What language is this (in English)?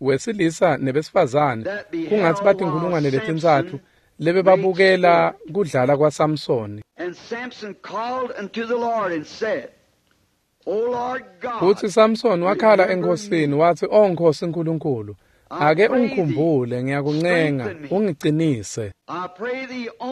Swati